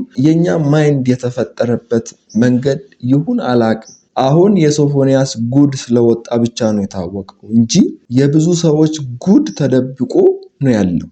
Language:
Amharic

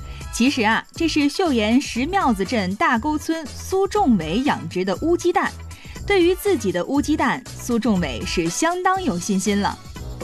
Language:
Chinese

